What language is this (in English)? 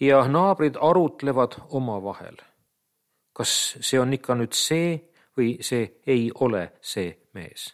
Estonian